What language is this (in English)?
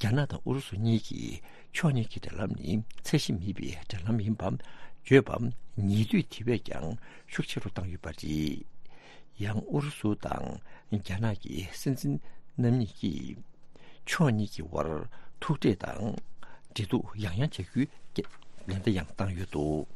Tibetan